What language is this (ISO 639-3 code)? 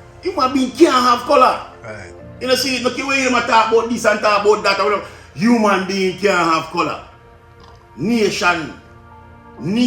jam